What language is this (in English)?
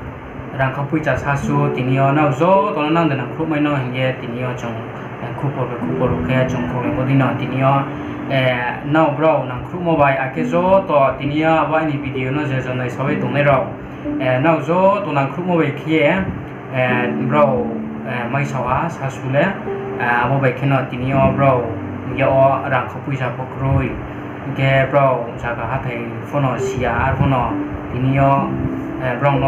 Riang (India)